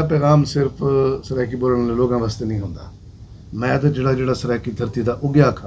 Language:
Saraiki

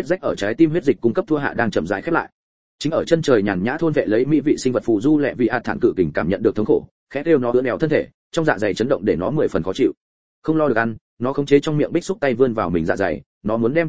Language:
Vietnamese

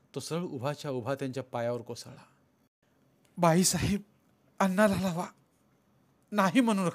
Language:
Marathi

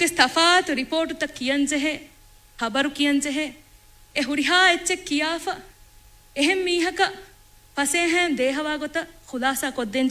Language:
Divehi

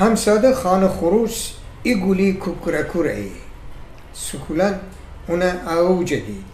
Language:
Gilaki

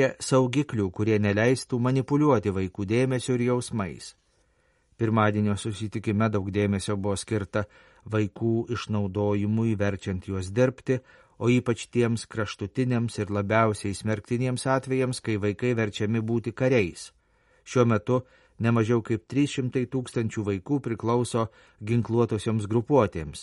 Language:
Lithuanian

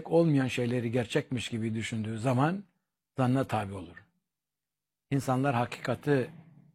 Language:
Turkish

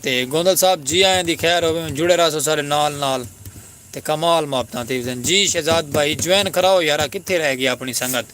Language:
Saraiki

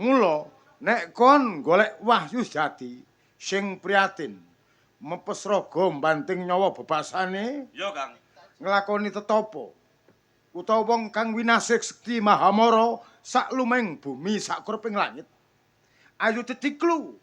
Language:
Javanese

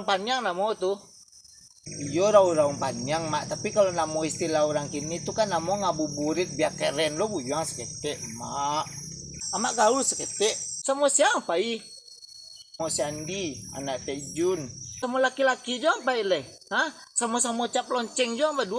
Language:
Minangkabau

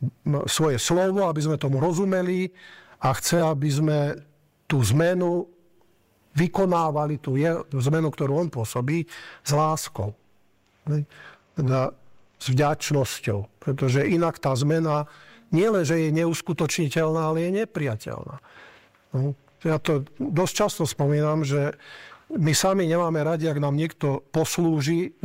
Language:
Slovak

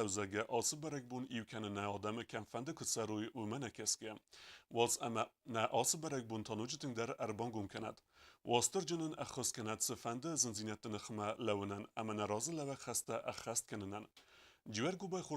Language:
Ossetic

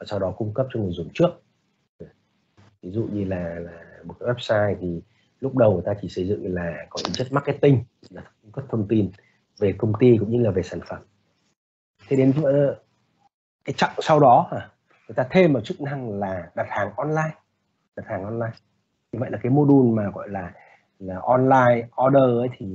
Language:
Vietnamese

